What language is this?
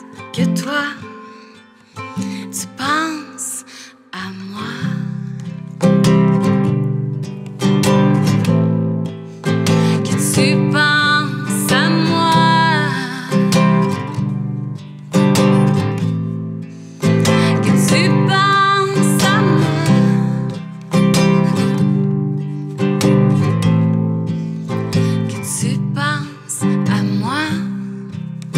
French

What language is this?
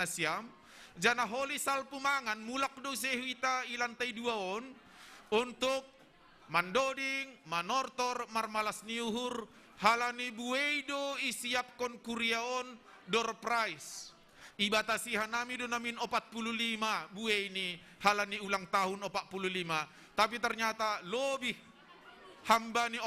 Batak Simalungun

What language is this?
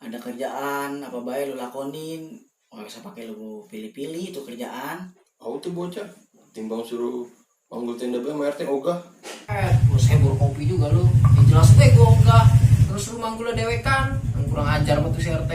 Betawi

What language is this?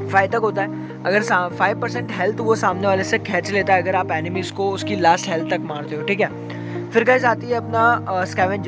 Hindi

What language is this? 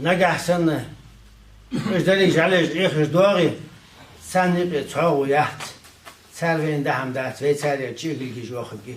Ingush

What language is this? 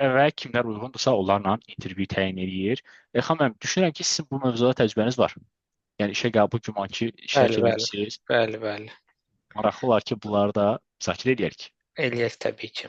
Azerbaijani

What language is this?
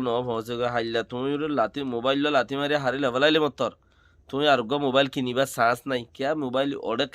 Rohingya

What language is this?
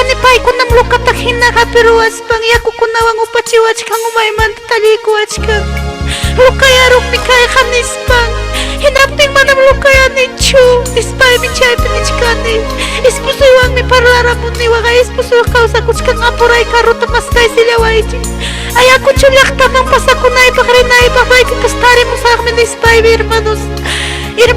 Ayacucho Quechua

